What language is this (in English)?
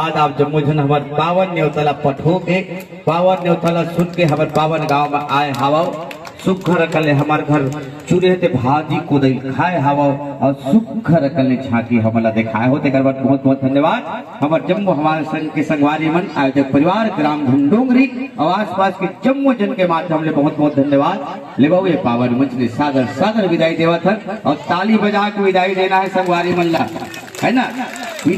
Chhattisgarhi